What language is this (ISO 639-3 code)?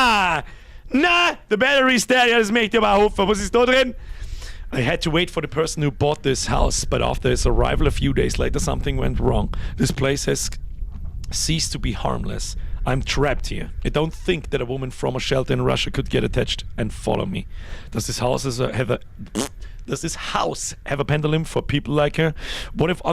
bar